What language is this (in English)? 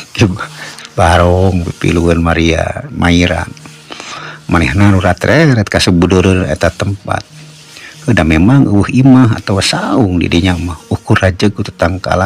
Sundanese